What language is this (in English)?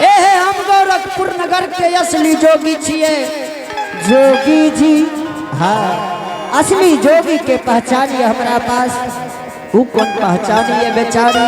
Angika